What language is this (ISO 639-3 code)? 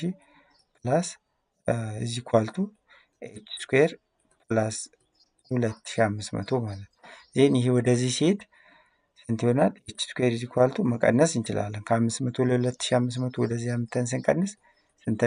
amh